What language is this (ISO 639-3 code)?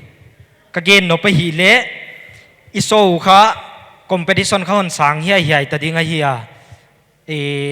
pck